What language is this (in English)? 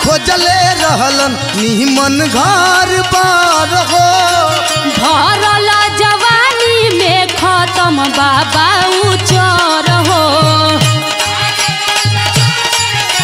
Bhojpuri